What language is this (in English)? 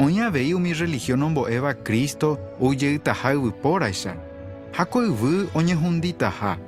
Guarani